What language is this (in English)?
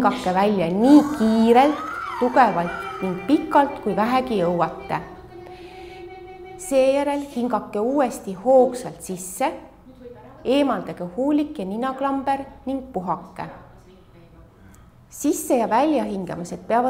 Estonian